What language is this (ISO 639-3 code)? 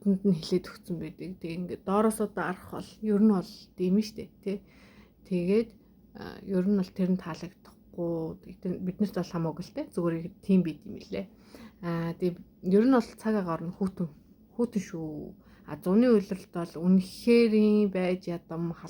mon